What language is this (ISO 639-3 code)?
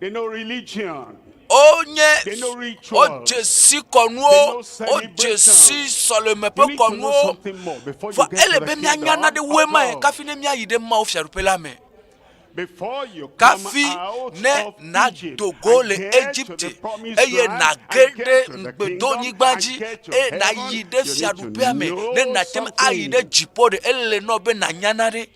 ewe